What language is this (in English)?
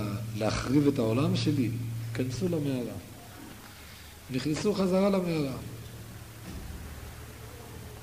Hebrew